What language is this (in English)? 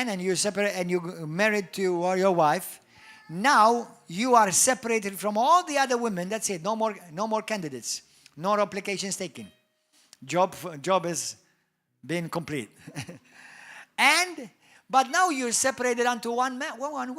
English